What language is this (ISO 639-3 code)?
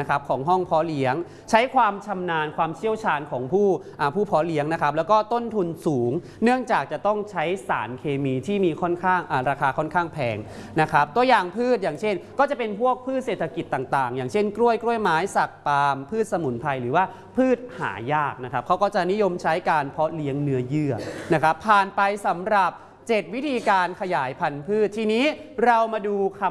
tha